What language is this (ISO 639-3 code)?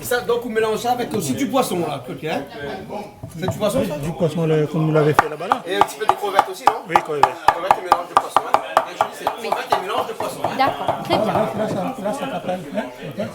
rcf